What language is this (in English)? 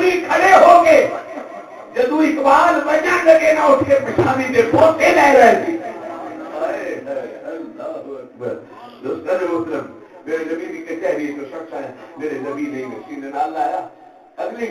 Saraiki